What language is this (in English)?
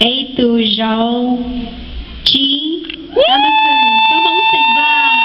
Hmong